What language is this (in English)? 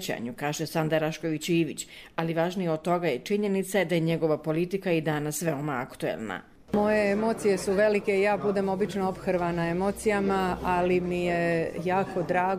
Bosnian